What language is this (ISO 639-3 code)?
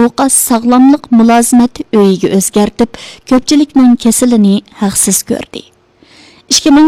uig